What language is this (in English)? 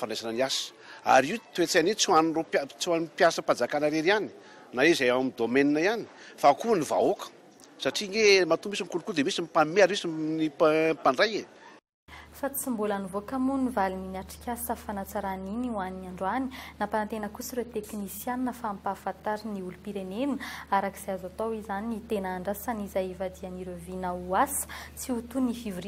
Malagasy